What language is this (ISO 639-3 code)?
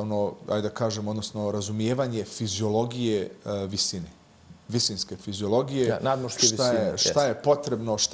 bos